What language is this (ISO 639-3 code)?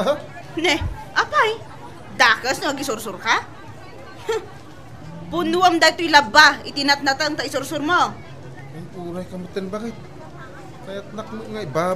ilo